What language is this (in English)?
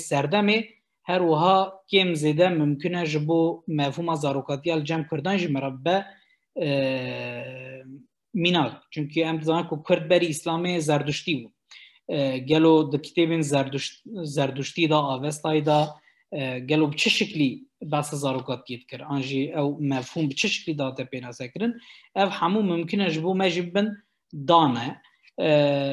Kurdish